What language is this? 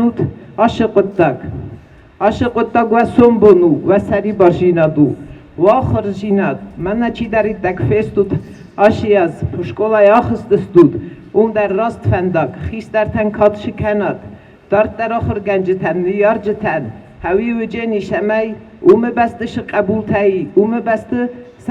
Ossetic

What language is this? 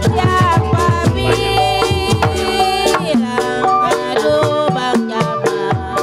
Betawi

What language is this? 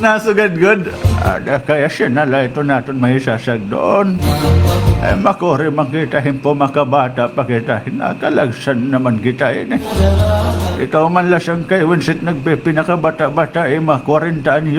Waray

